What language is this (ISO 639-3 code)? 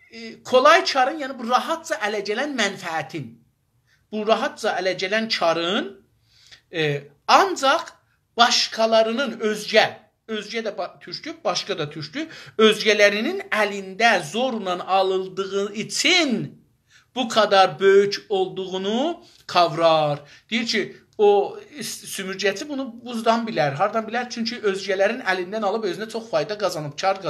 azb